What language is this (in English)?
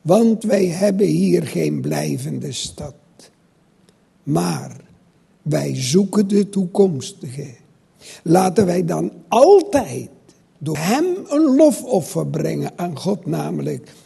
Dutch